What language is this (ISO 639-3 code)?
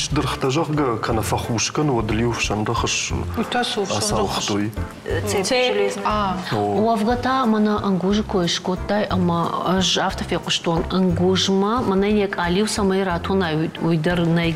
oss